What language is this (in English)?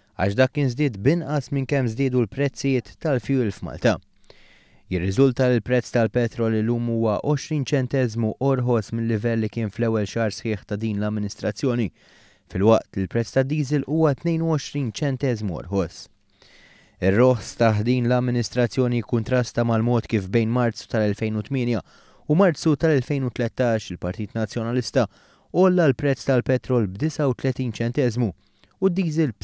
Maltese